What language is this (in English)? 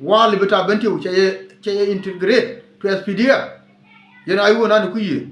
Nuer